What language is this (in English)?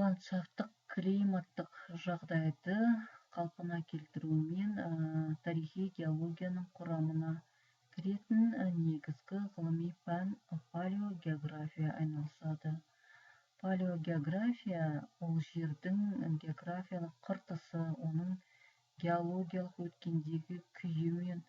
Kazakh